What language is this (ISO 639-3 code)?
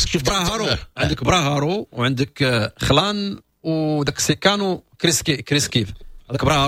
ary